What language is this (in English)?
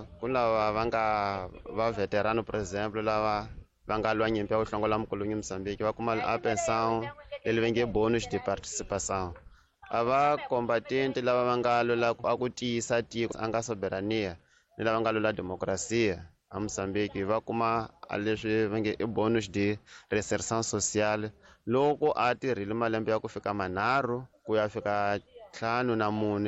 Tsonga